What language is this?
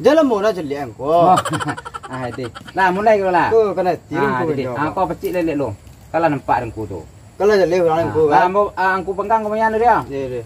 Minangkabau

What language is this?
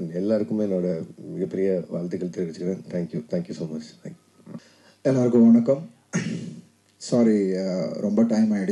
Tamil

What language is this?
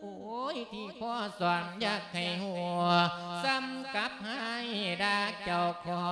Lao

